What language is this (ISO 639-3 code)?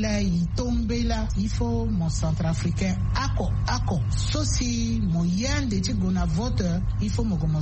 sag